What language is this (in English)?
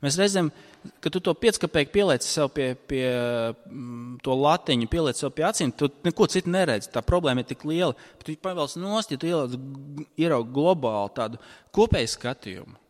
Latvian